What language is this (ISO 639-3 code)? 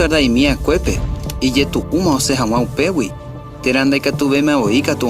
grn